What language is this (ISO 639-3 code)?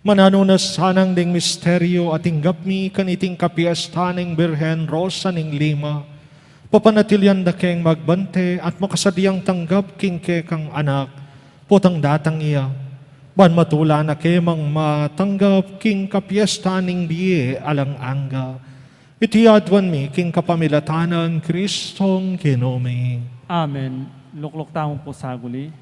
pam